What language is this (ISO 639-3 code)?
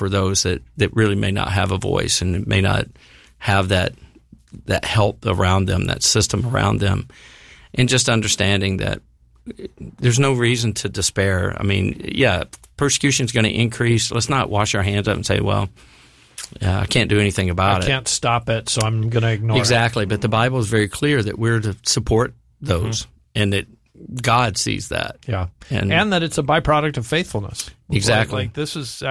eng